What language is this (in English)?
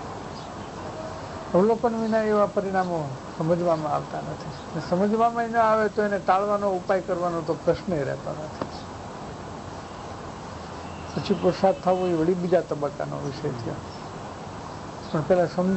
Gujarati